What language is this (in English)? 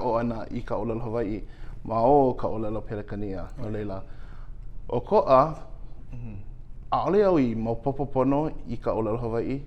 Hawaiian